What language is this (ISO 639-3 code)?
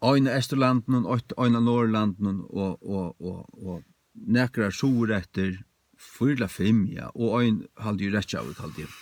fao